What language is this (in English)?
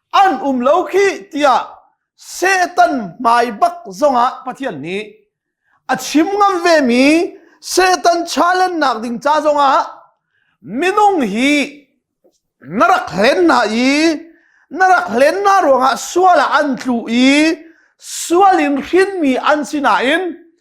Hakha Chin